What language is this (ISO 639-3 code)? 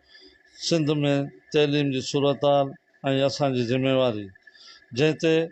snd